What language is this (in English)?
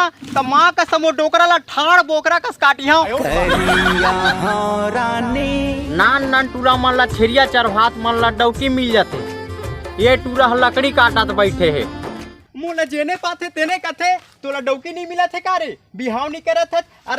Chhattisgarhi